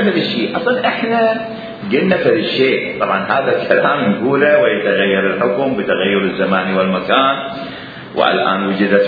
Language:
Mesopotamian Arabic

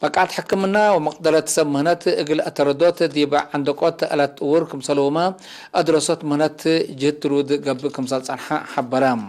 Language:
Tigre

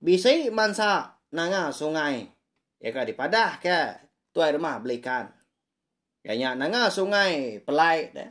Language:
Iban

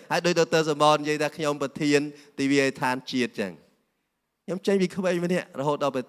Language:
Khmer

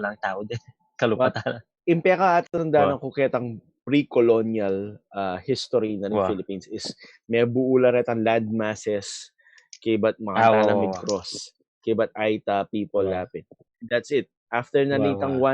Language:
Pampanga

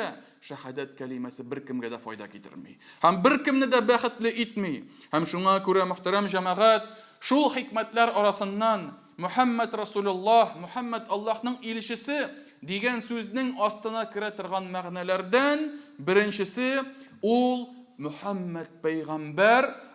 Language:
Tatar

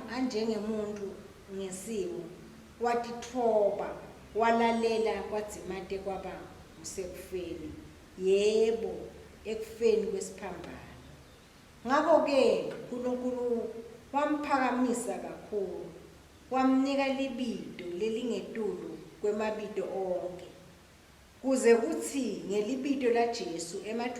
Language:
Swati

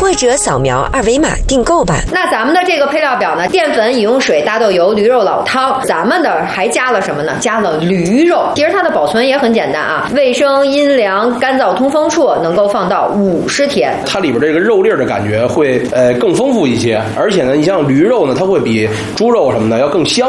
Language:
Chinese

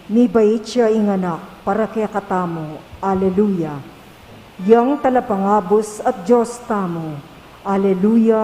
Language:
Pampanga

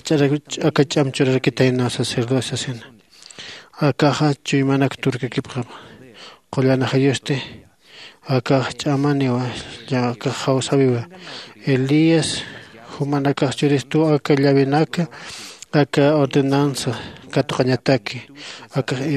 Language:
Aymara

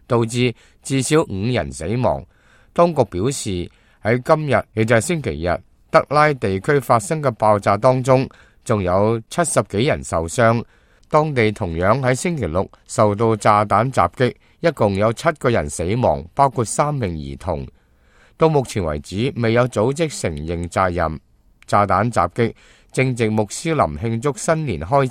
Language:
Cantonese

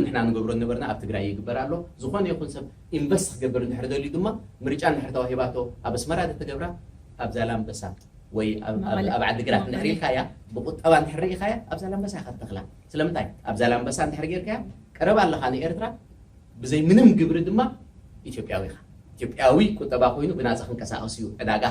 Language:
Tigrinya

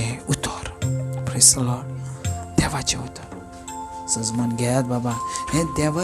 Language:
Konkani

